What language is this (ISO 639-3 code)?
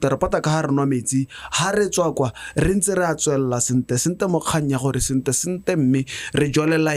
tsn